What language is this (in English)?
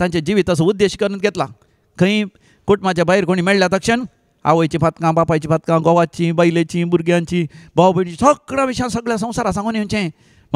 Konkani